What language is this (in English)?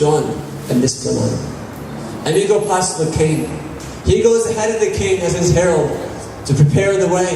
Tok Pisin